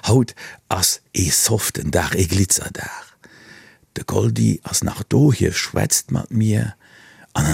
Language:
Luxembourgish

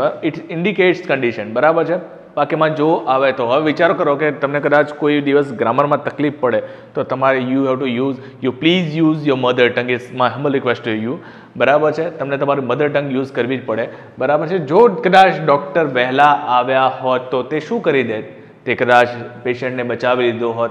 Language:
Gujarati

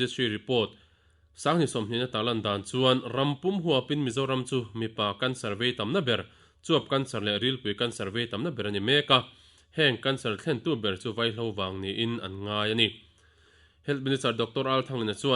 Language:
Mizo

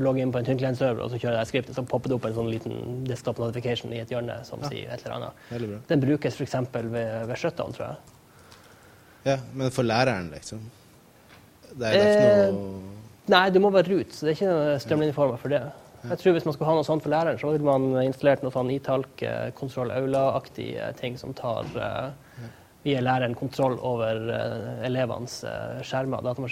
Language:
Norwegian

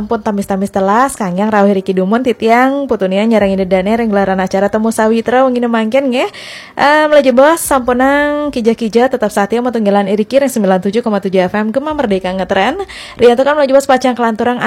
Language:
Balinese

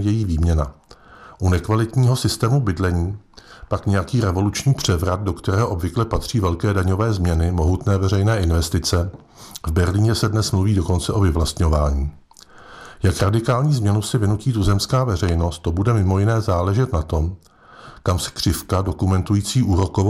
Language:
Czech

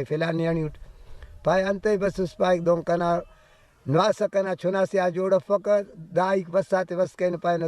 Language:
Brahui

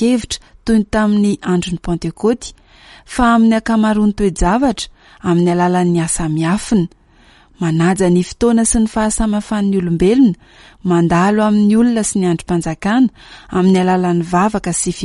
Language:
Malagasy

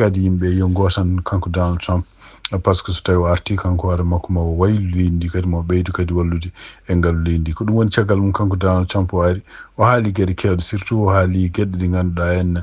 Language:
Fula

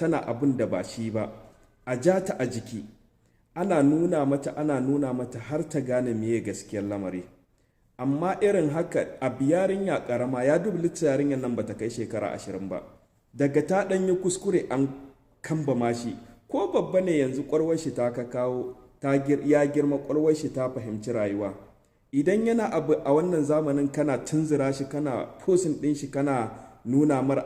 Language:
Hausa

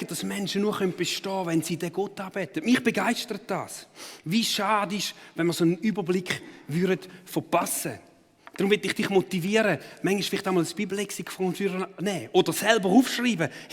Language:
Swiss German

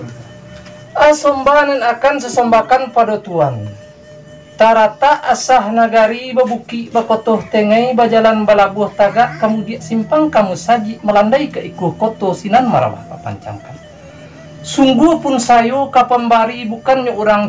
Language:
Minangkabau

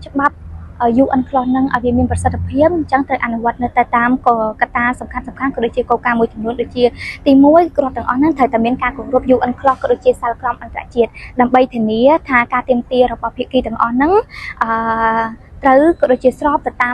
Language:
Khmer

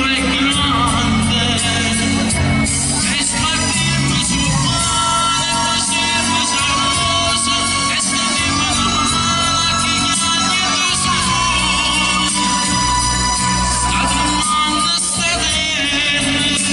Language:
Italian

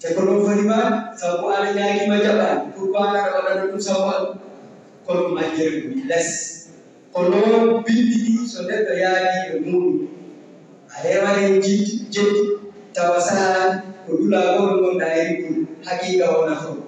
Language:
Fula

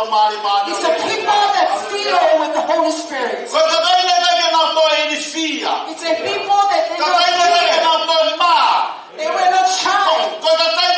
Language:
Tongan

